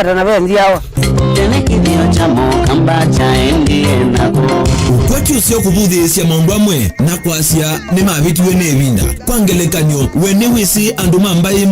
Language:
Kamba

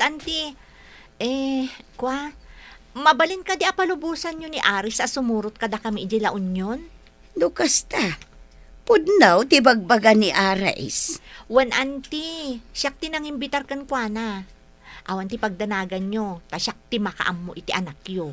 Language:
Iloko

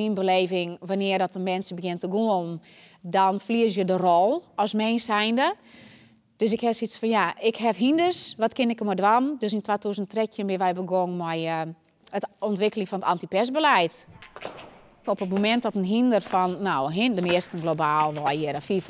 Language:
Western Frisian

